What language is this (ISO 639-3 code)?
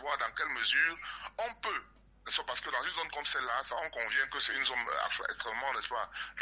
fra